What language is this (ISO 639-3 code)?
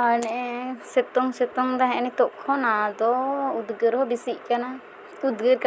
sat